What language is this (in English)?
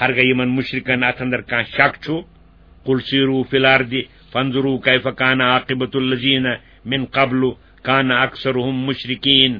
Kashmiri